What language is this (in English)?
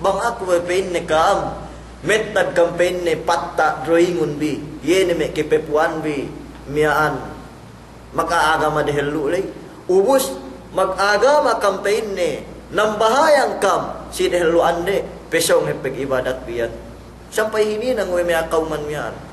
Yakan